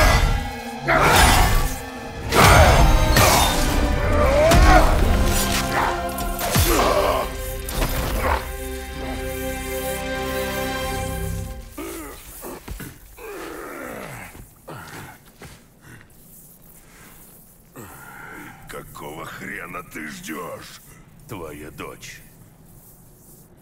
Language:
Russian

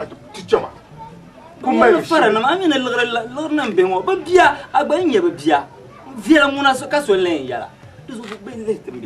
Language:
Dagbani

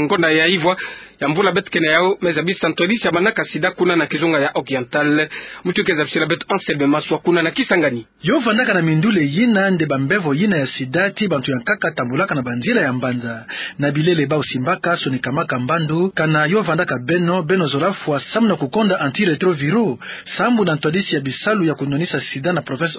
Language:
Kituba (Democratic Republic of Congo)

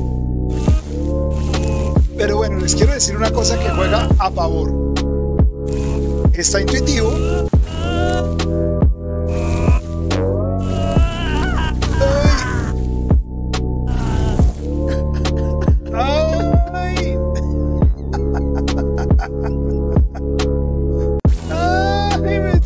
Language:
Spanish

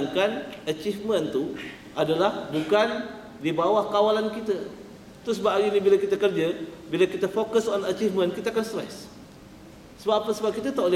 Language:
Malay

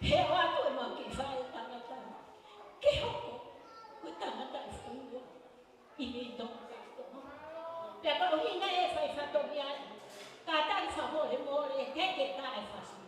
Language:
Tongan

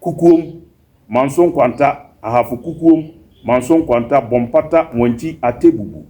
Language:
Akan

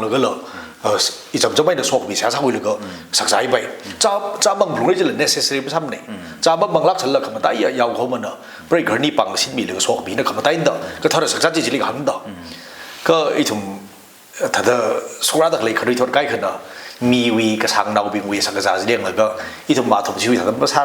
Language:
Tangkhul Naga (India)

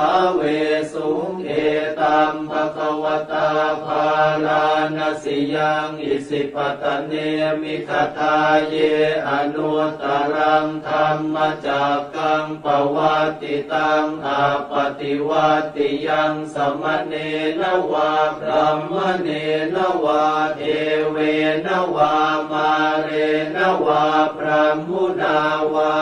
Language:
Pali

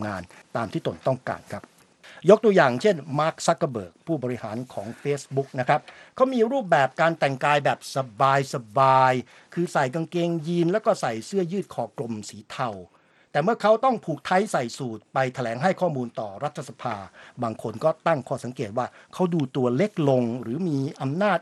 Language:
Thai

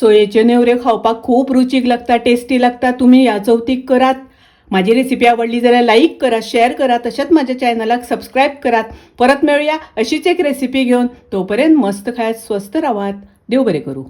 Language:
Konkani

